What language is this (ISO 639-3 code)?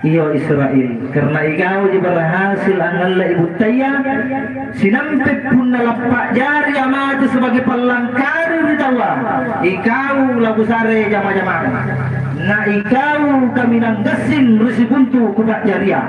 mak